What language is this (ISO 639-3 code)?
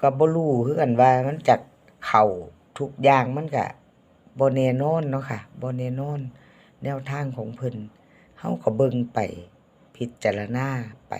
lao